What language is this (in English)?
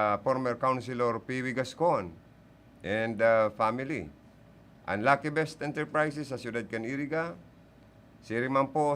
Bikol